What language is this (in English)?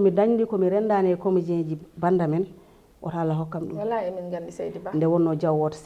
Fula